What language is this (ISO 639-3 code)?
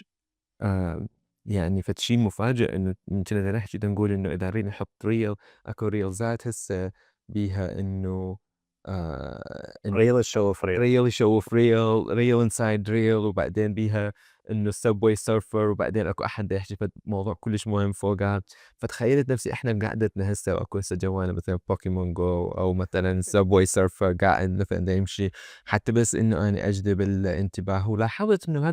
acm